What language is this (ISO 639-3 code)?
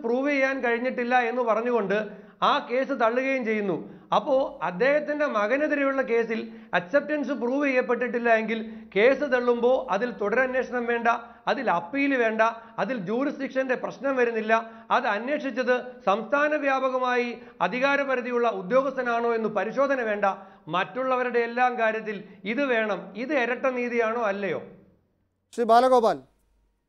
mal